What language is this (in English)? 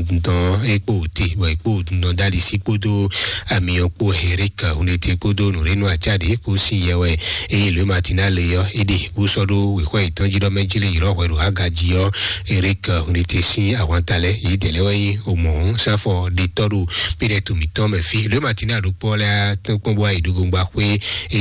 Fon